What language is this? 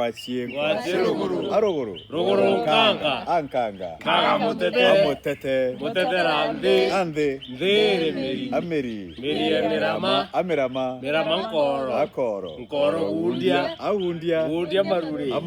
Meru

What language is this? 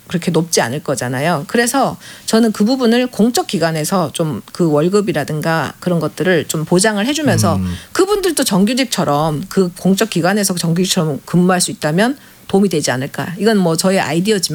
Korean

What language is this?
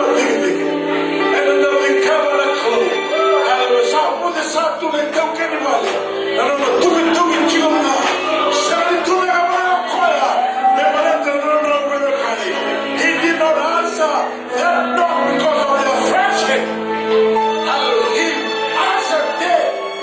Fijian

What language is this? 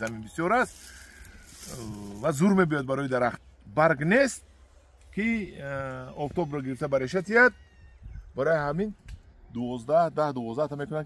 Tajik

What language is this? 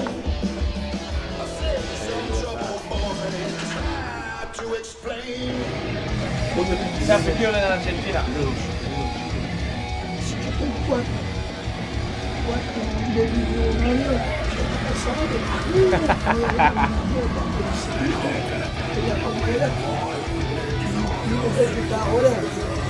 Portuguese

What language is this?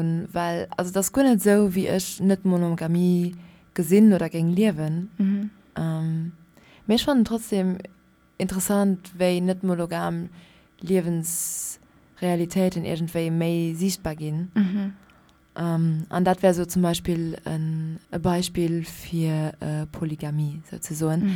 Luxembourgish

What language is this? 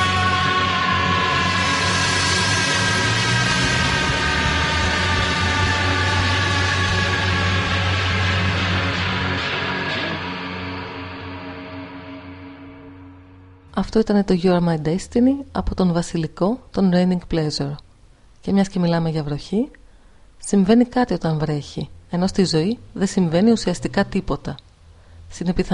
Greek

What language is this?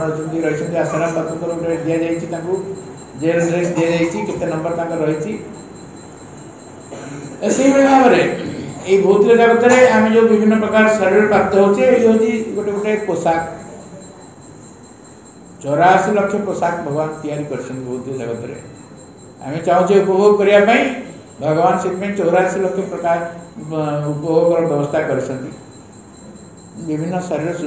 Odia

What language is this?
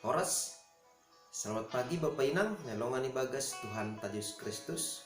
Batak Simalungun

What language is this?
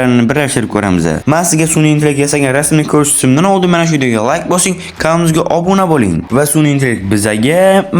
Uzbek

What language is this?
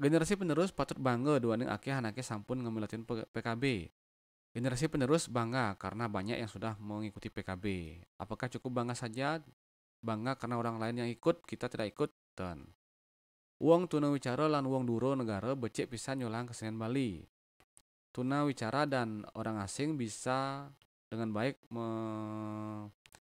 Balinese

